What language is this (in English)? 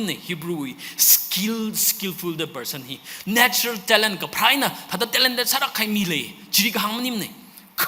Tangkhul Naga (India)